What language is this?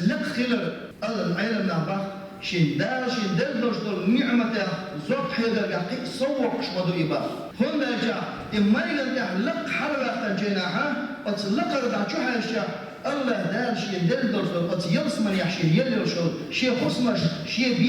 Chechen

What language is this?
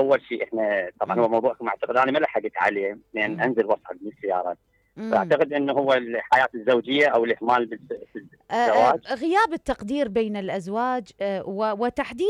Mesopotamian Arabic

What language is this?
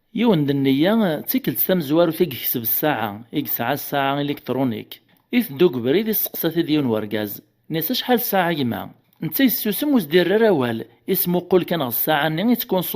Kabyle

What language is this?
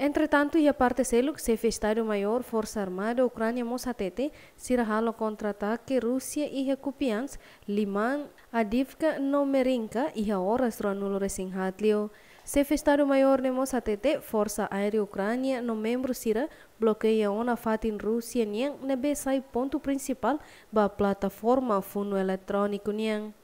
Tetum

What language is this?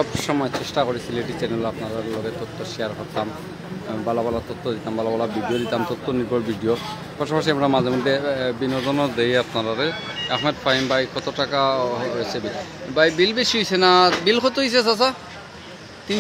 Sylheti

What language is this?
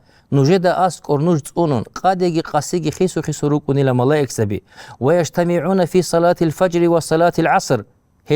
Avaric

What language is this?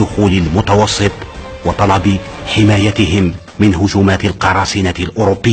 Arabic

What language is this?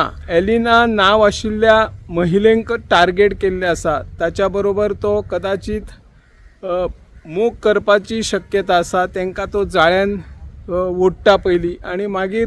Konkani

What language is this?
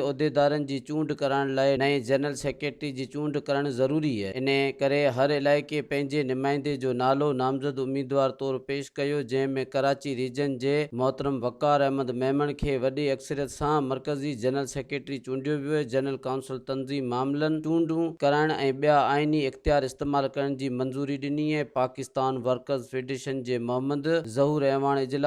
Sindhi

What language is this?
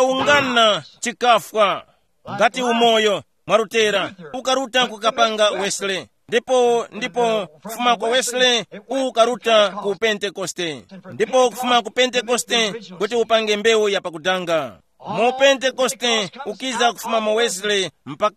Tumbuka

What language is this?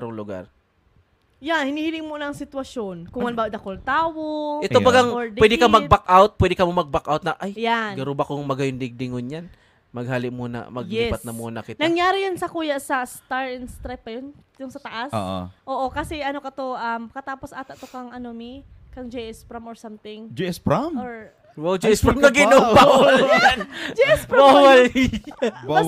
Bikol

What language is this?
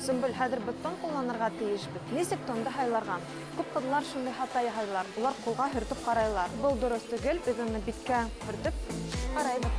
Bashkir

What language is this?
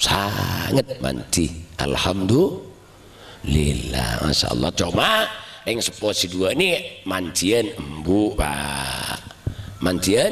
Madurese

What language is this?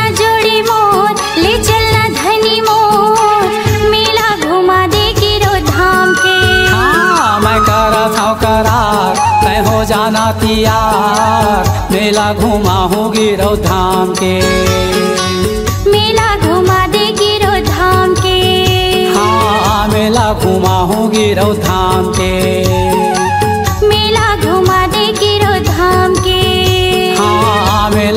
Chhattisgarhi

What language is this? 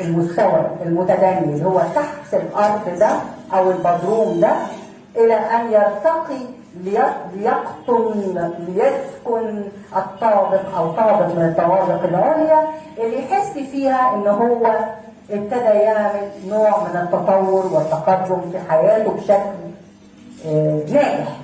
Egyptian Arabic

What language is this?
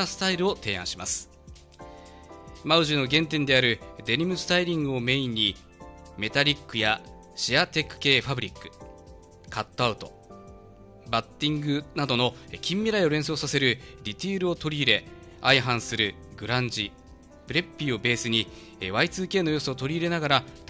Japanese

